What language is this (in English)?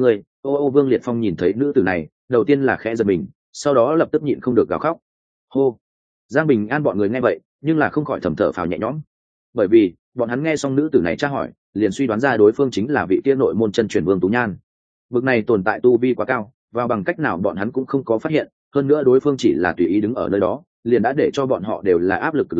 Vietnamese